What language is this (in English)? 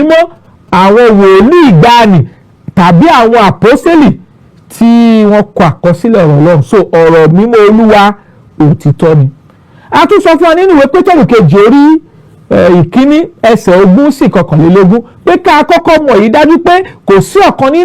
Yoruba